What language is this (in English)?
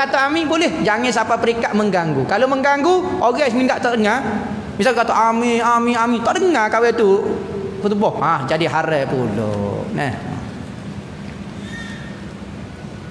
Malay